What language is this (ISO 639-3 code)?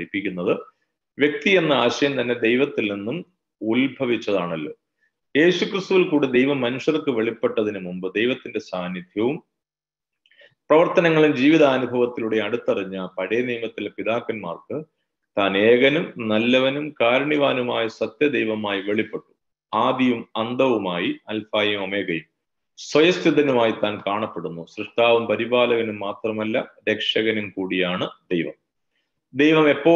mal